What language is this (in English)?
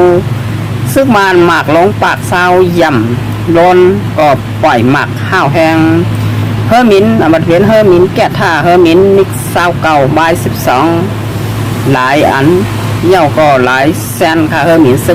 Shan